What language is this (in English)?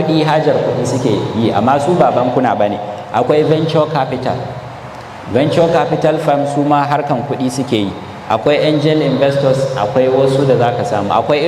Hausa